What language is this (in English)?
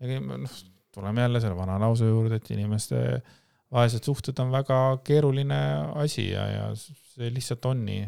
Estonian